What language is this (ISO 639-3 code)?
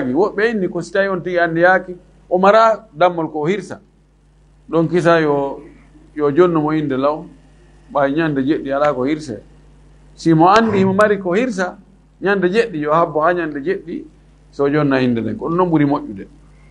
ful